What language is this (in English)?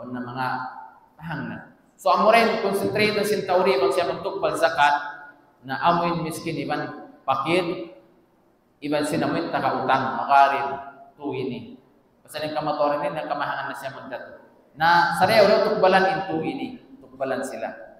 Tausug